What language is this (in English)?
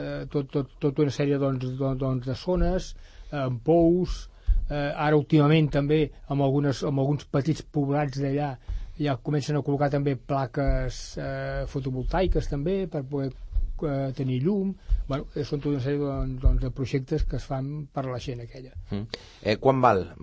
Catalan